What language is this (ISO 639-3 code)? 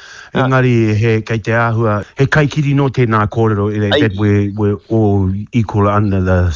mri